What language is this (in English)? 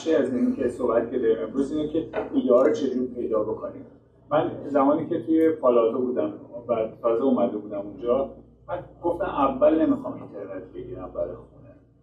Persian